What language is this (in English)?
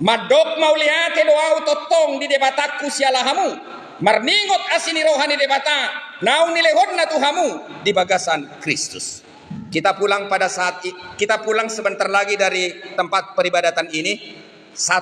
Batak Toba